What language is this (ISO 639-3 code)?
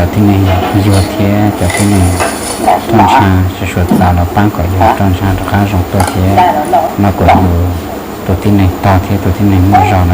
hmn